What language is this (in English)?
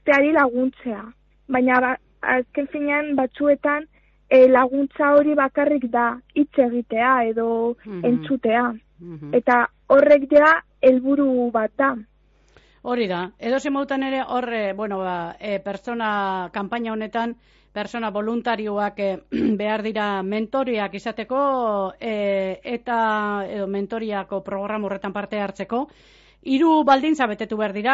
Basque